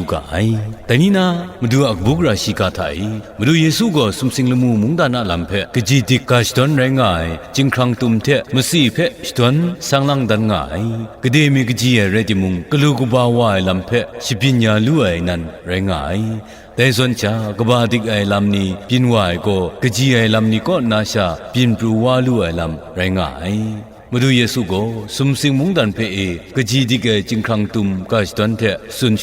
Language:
Kachin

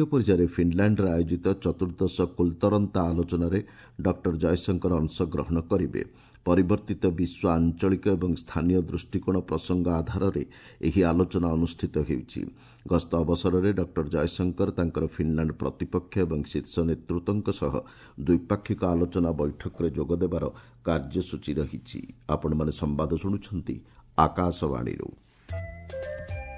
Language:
Odia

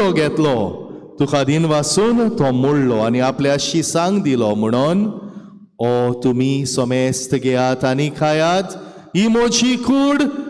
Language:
Konkani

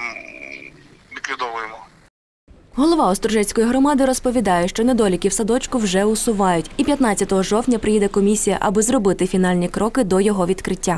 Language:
Ukrainian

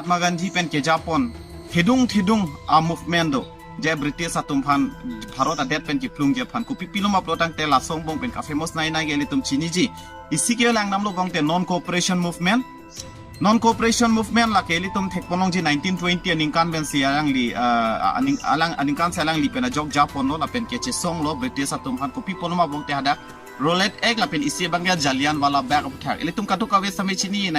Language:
Karbi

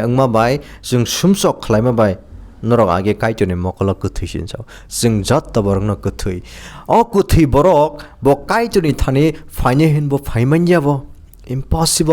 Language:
Kok Borok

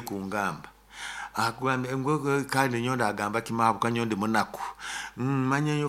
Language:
Nyoro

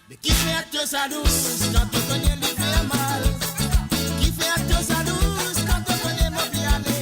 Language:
Morisyen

